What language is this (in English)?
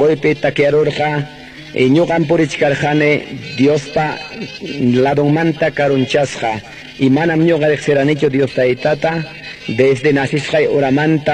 Ayacucho Quechua